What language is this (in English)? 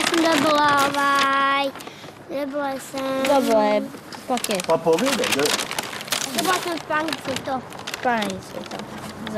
Croatian